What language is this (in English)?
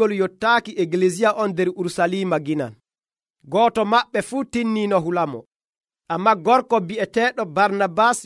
Nigerian Fulfulde